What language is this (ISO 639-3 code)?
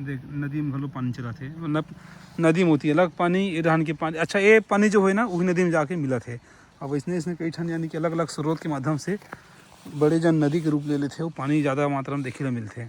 hne